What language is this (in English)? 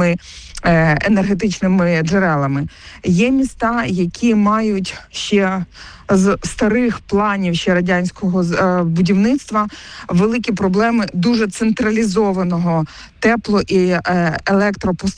Ukrainian